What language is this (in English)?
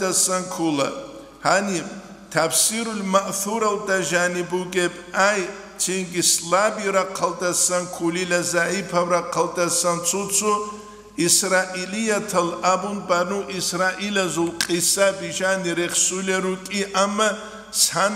Avaric